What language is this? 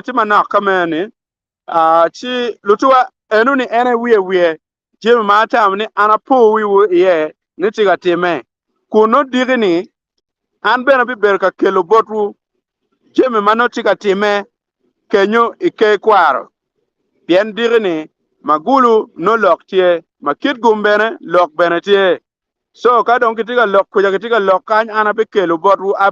Acoli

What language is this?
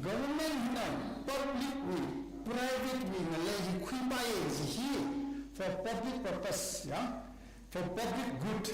Tangkhul Naga (India)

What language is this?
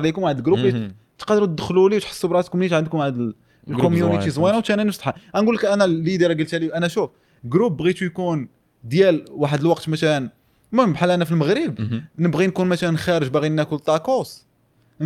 Moroccan Arabic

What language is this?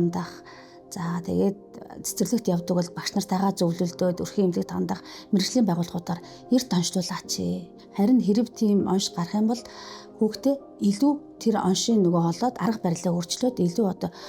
Mongolian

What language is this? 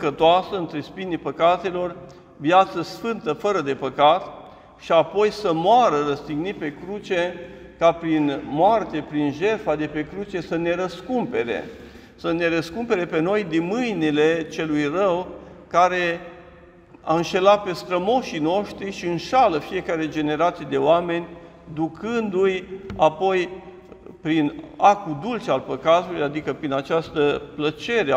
Romanian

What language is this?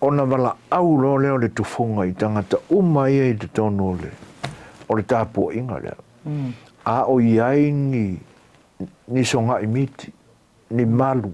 Samoan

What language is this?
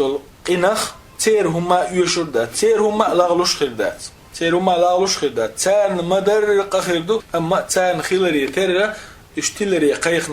Chechen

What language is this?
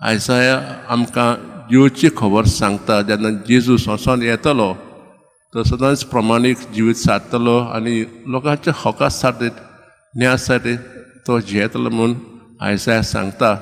Konkani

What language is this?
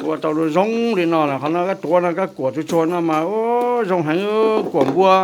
Hmong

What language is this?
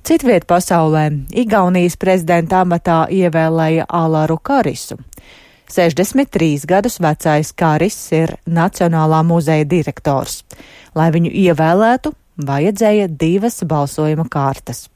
Latvian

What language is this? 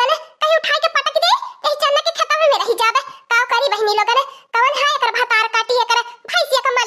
Awadhi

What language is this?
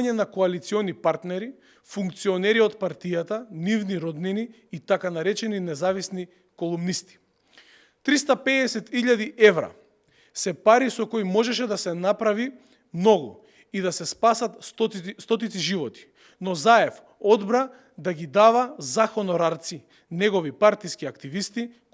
Macedonian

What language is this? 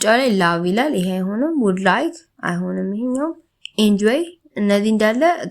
Amharic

